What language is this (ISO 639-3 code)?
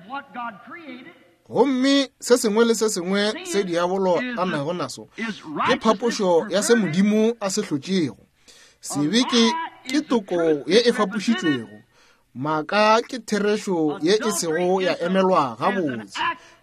nso